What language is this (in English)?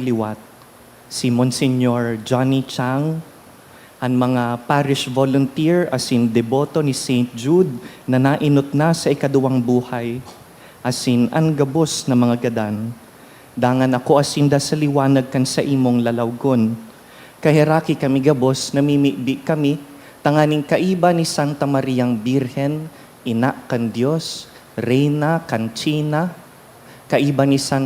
Bikol